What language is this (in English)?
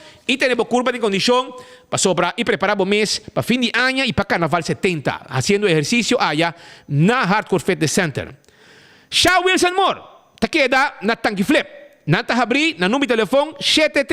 Papiamento